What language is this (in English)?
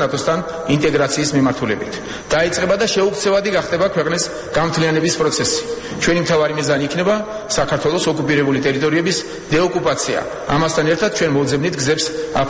Georgian